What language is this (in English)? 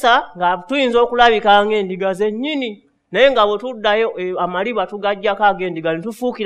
Ganda